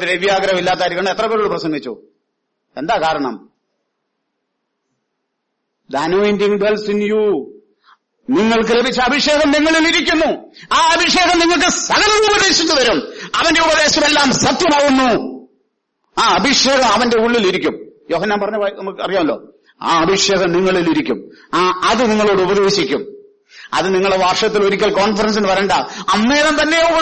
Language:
Malayalam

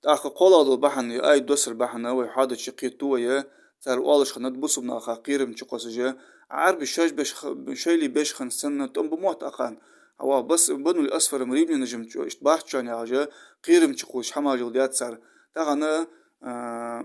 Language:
Ingush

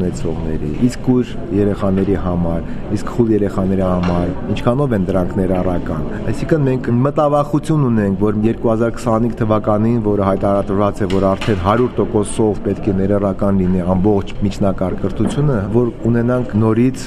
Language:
Armenian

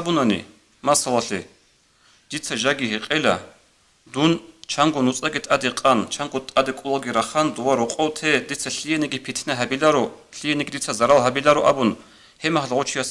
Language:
Avaric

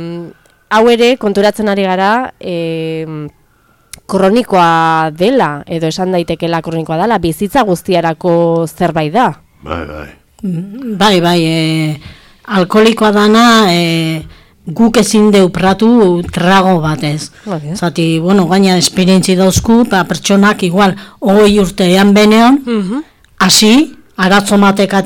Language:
Basque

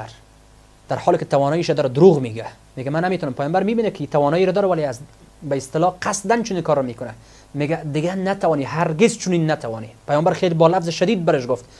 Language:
Persian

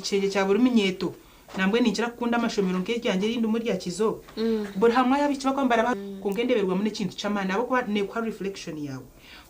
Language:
Nyankole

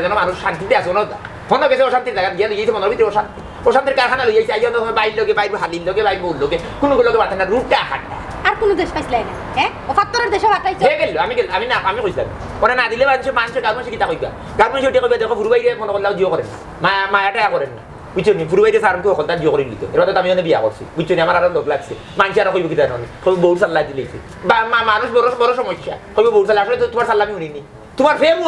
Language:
Sylheti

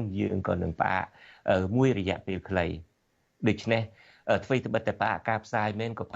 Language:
Khmer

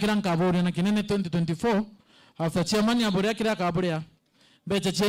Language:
Meru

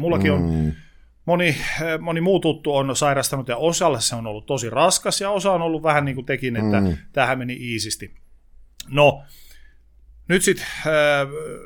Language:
Finnish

